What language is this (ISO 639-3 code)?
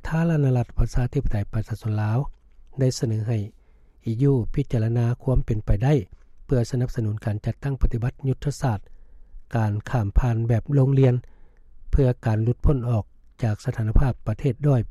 lao